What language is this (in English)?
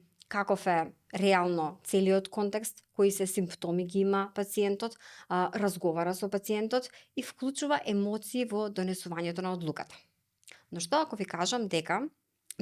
Macedonian